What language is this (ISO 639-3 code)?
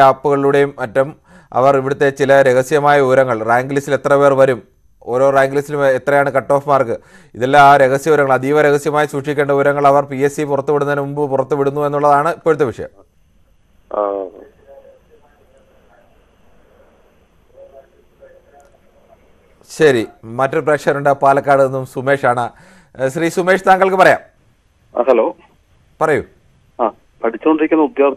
mal